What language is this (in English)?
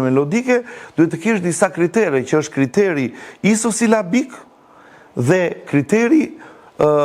Albanian